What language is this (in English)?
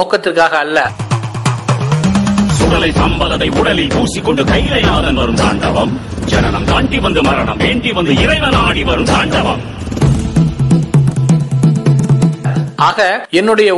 Tamil